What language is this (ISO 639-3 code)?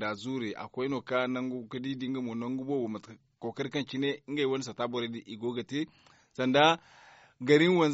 dje